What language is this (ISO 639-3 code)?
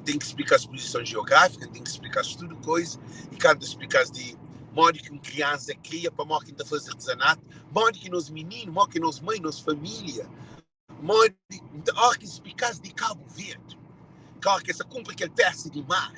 kea